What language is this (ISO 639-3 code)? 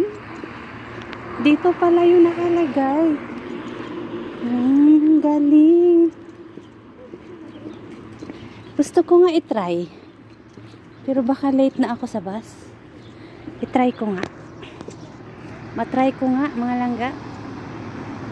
fil